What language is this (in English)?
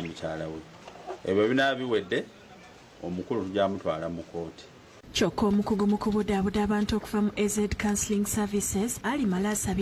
Ganda